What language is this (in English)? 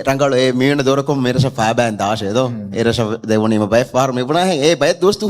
Divehi